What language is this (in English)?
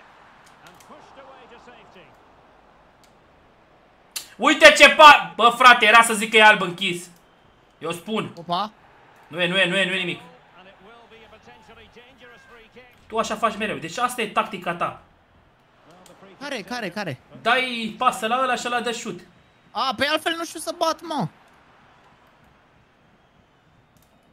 Romanian